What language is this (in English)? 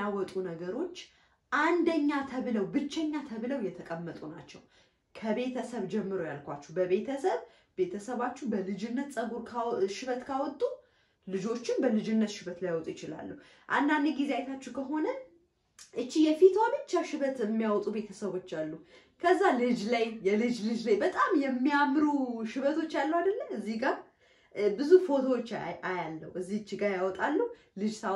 Amharic